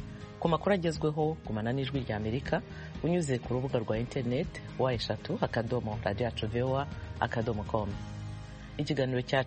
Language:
Kinyarwanda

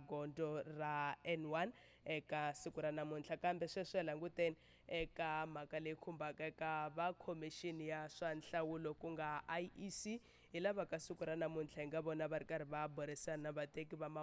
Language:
Tsonga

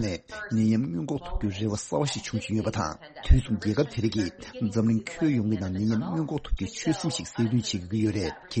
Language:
Tibetan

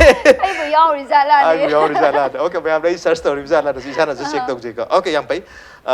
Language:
Manipuri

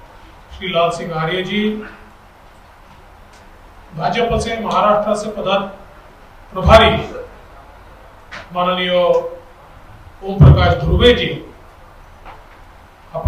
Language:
Marathi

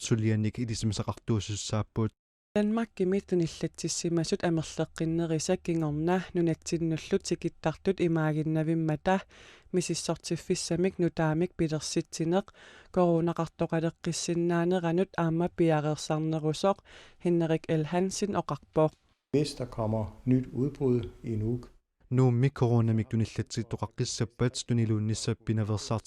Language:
Kalaallisut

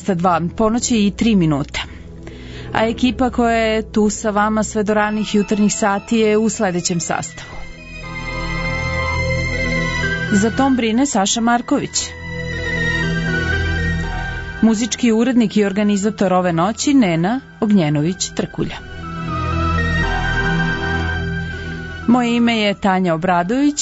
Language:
Serbian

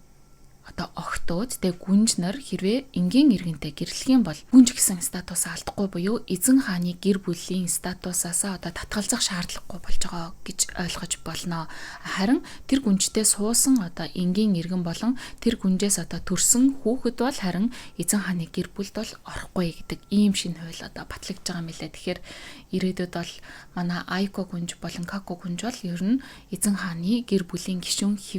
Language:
Mongolian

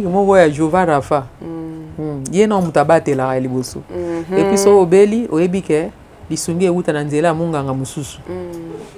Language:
Lingala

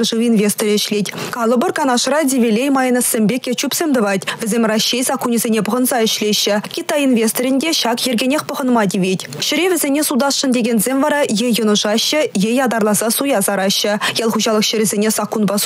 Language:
Chuvash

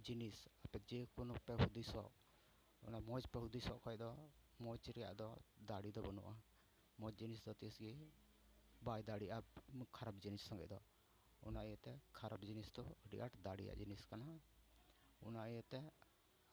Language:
Santali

